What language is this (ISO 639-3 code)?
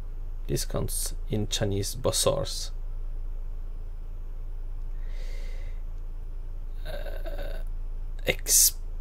nor